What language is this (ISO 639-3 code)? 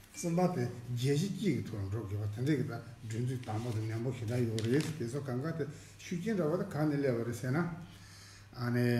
bod